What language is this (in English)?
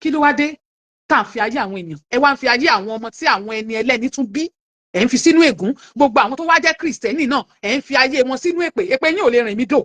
Yoruba